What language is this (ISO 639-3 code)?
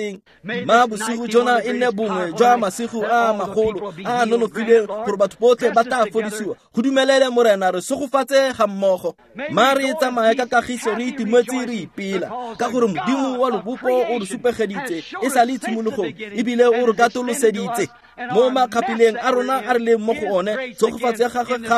tsn